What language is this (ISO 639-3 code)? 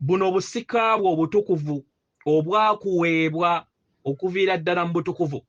lug